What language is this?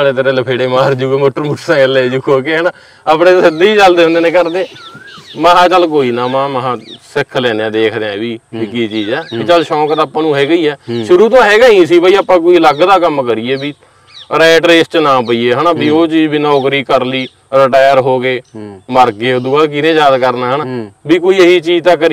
Punjabi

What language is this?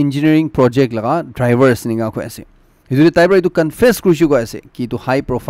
Naga Pidgin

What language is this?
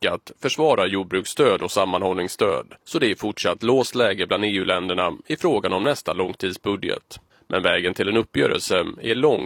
Swedish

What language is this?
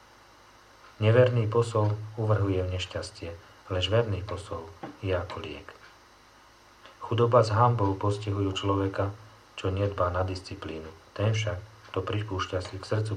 Slovak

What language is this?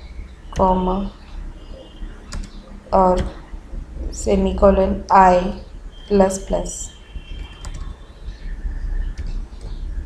English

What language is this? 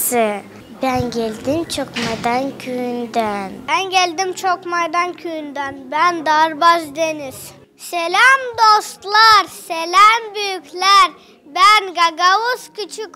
Gagauz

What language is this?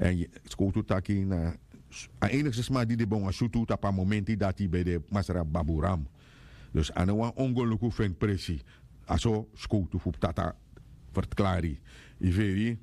Sranan Tongo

